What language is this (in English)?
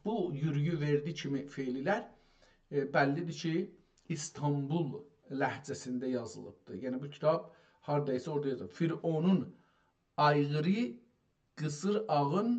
South Azerbaijani